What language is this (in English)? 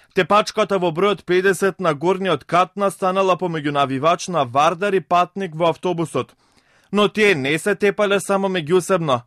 Macedonian